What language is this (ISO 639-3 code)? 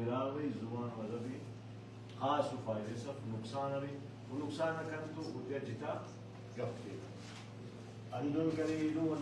brh